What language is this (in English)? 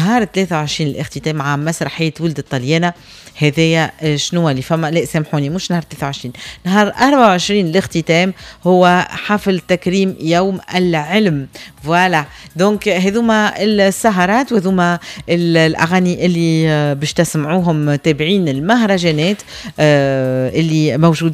Tunisian Arabic